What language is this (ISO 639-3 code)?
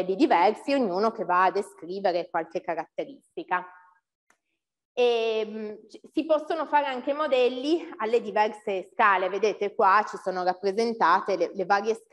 ita